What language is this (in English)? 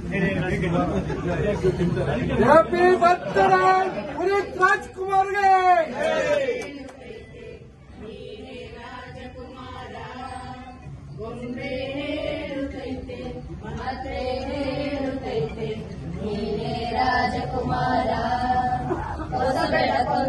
Kannada